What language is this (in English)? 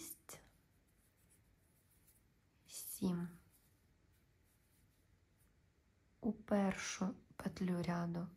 Ukrainian